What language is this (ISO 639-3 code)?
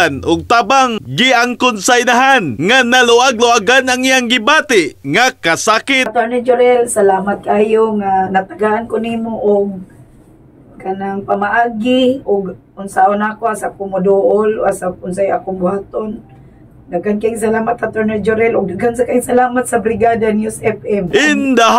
ceb